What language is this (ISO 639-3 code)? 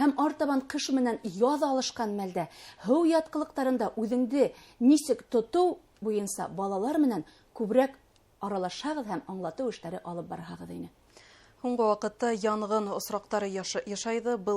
bak